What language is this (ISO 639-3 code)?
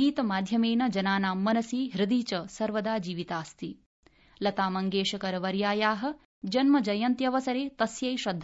san